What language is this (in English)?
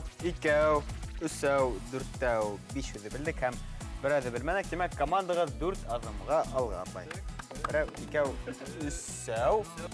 Bashkir